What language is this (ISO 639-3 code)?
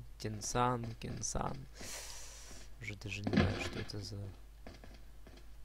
rus